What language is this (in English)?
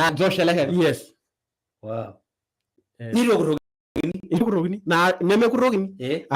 Masai